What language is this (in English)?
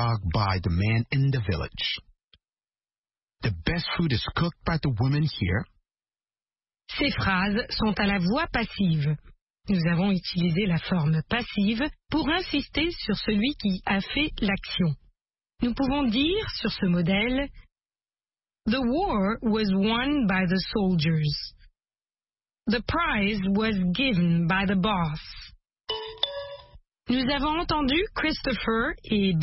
French